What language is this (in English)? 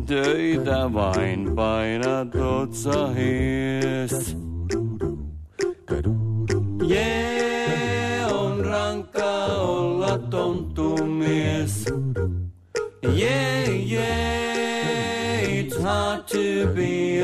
Finnish